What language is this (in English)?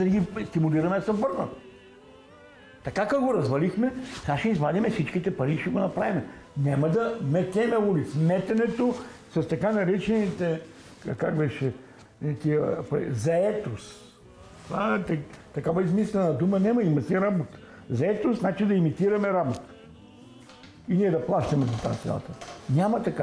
Bulgarian